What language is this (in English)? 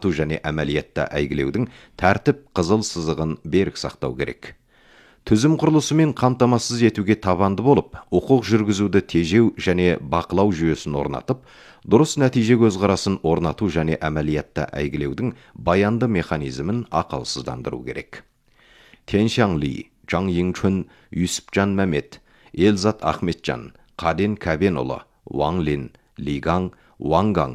Kazakh